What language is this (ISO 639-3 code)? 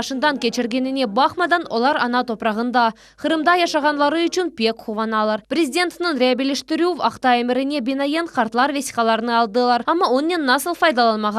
crh